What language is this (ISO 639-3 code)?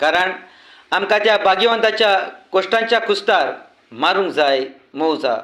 kok